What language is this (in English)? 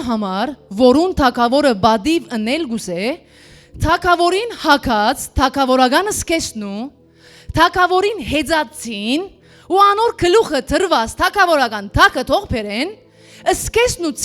Western Armenian